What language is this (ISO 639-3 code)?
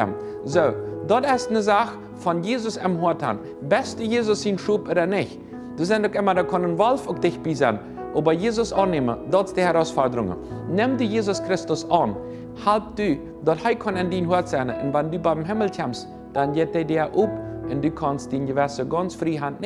pdt